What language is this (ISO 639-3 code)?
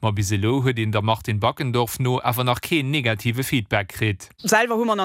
ltz